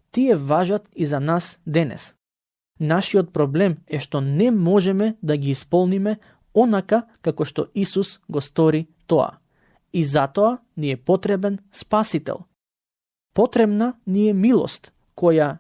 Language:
Macedonian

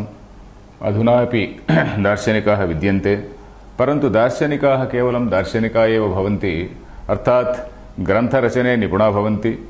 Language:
Sanskrit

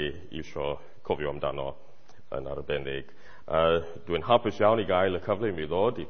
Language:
Welsh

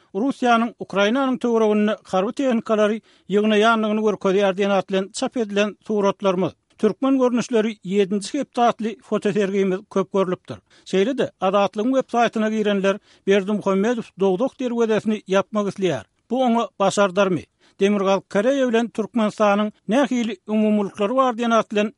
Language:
Turkmen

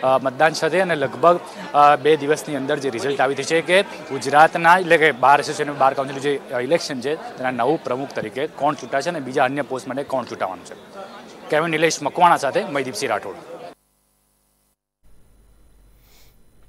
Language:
Gujarati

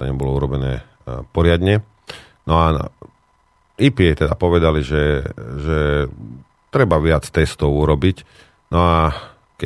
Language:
Slovak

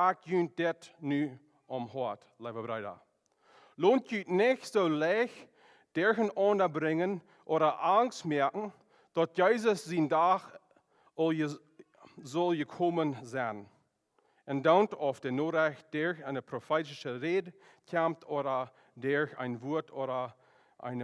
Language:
Plautdietsch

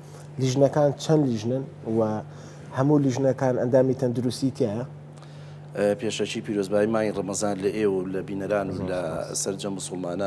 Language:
Central Kurdish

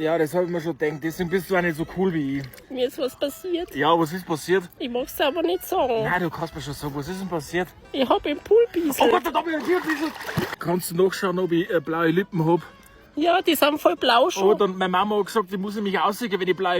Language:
Bavarian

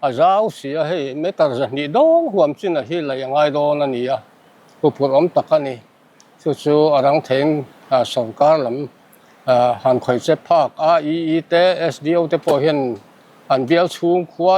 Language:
Mizo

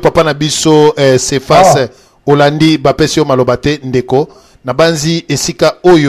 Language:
Lingala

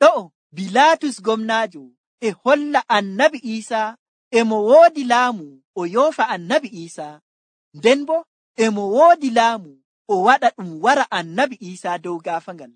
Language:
Nigerian Fulfulde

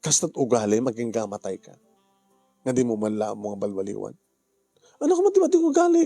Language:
Iloko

